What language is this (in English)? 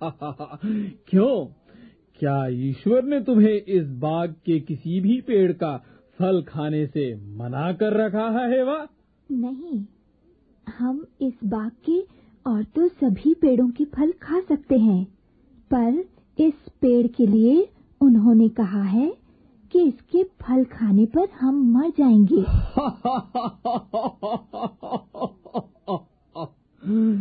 Hindi